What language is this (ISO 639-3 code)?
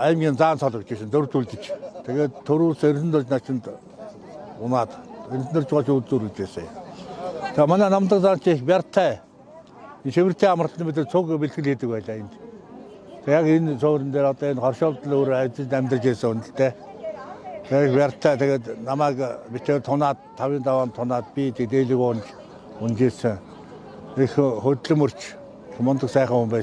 mon